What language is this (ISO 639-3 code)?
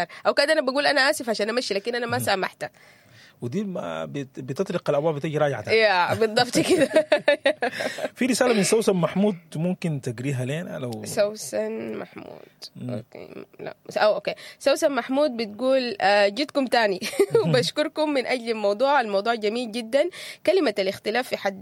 apd